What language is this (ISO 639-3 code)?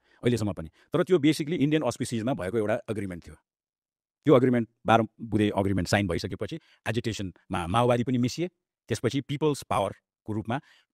nep